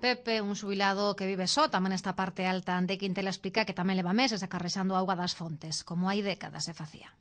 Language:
Galician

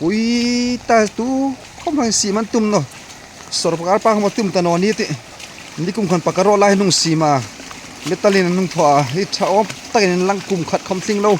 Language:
Hmar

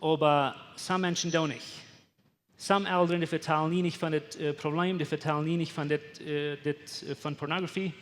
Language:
Plautdietsch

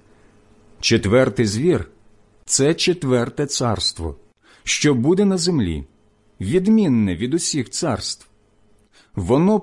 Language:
Ukrainian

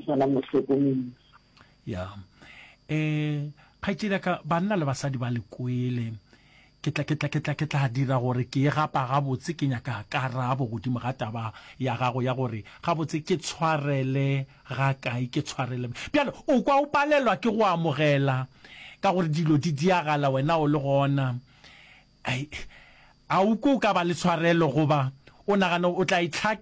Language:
Northern Sotho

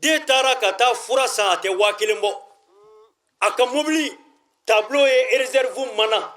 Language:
Bambara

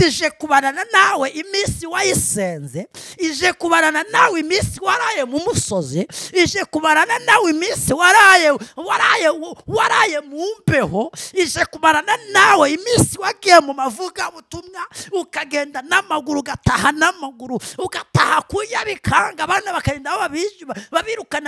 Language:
Kinyarwanda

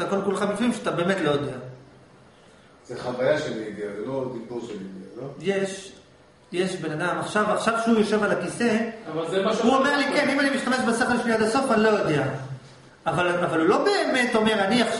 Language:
Hebrew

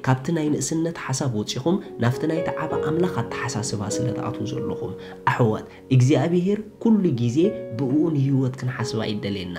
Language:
Tigrinya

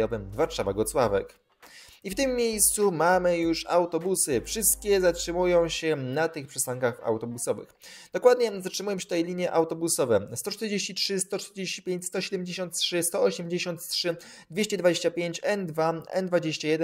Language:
Polish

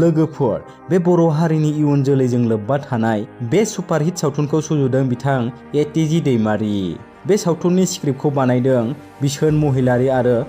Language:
Bodo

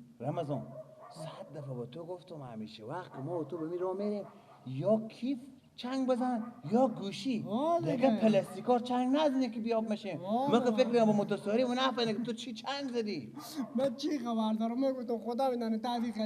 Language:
Persian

